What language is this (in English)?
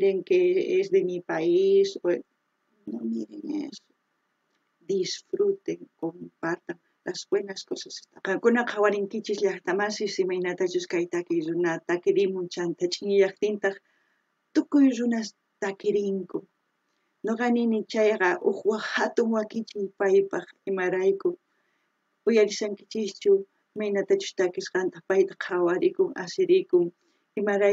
South Bolivian Quechua